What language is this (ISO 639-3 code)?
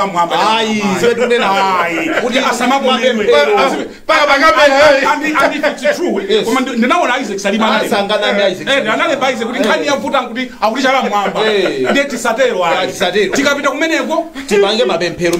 nya